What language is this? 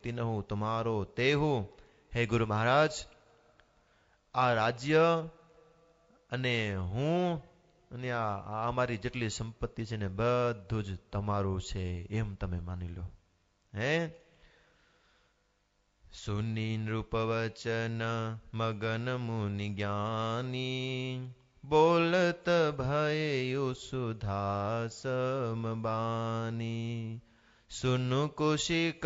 Gujarati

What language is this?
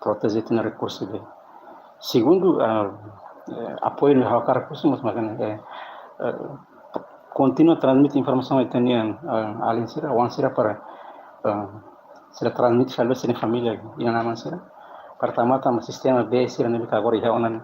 Tetum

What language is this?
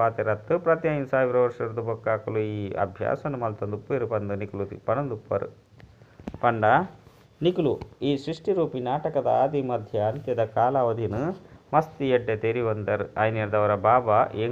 Tulu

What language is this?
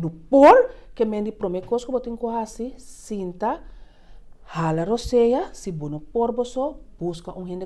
Papiamento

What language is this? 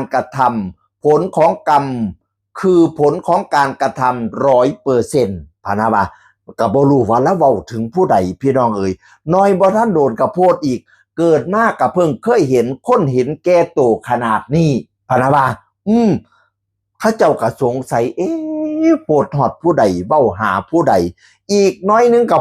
Northeastern Thai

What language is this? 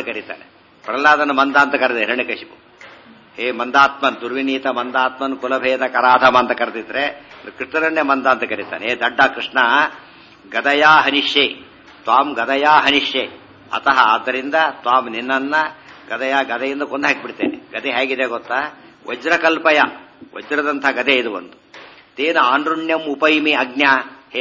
Kannada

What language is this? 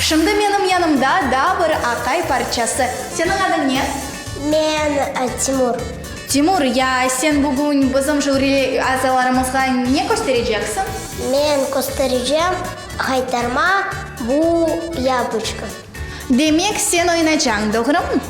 Crimean Tatar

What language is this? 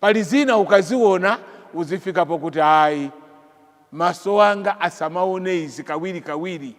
Nyanja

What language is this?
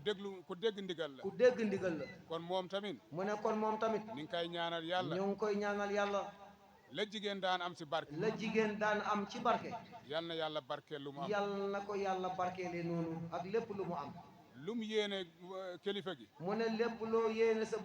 Wolof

